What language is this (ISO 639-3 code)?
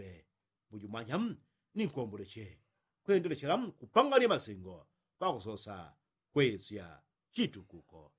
yao